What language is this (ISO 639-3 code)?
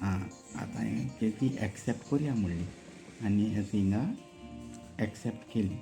kok